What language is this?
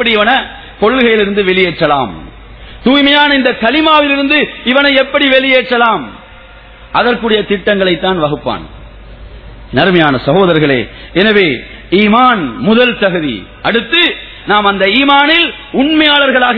Tamil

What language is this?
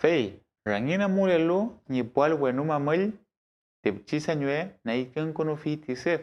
Mapuche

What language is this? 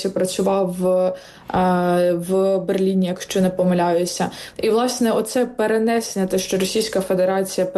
Ukrainian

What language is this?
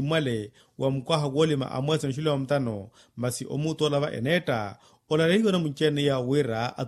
Makhuwa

